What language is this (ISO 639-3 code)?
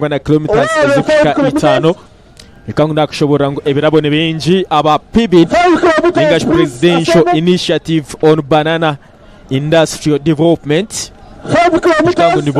nyn